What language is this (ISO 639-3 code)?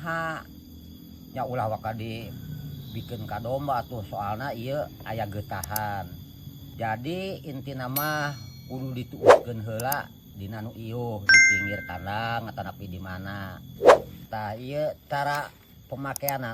sun